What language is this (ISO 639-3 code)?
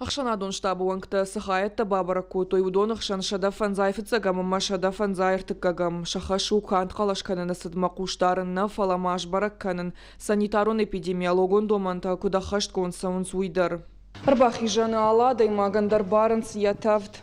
oss